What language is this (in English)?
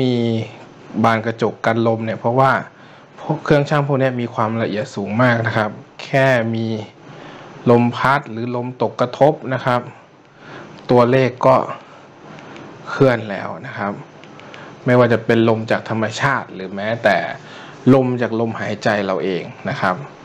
Thai